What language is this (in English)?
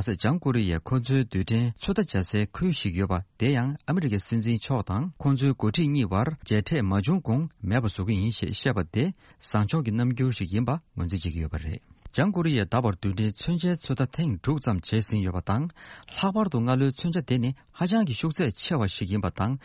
Tibetan